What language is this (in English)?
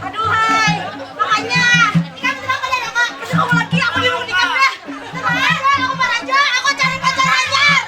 Banjar